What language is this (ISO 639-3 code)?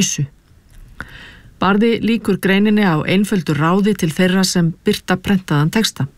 isl